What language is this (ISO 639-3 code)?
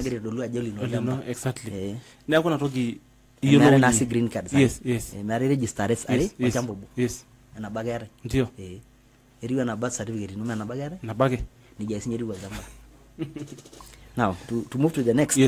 mas